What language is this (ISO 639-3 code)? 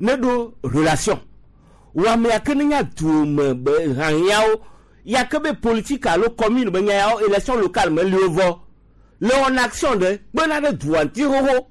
gej